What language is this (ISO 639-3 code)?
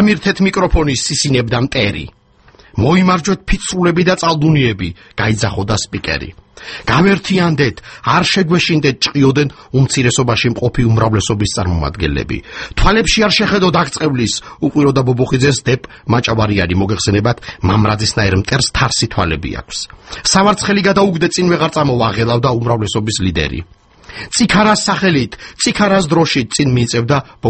kat